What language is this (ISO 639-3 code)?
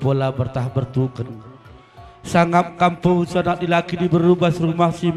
btx